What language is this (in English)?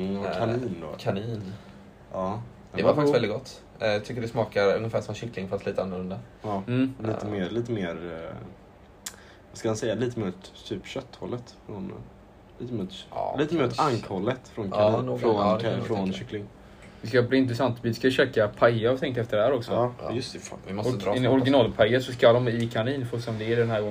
Swedish